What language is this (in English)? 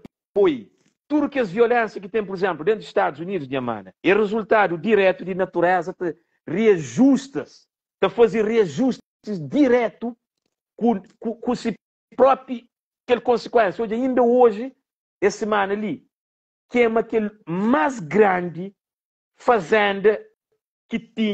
Kabuverdianu